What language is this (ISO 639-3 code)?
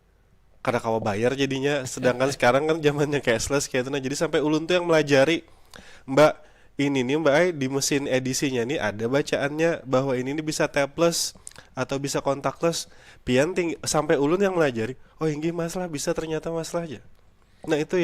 bjn